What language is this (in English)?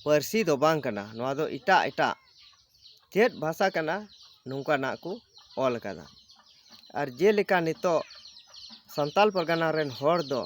Santali